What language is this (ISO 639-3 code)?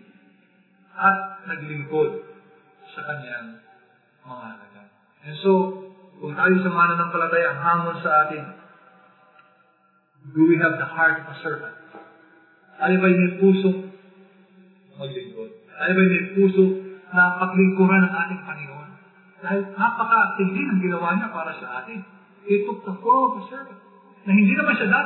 fil